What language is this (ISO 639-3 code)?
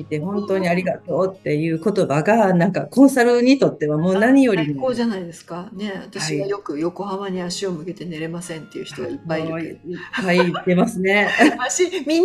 jpn